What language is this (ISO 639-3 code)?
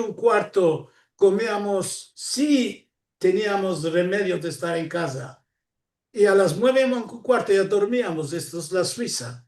lad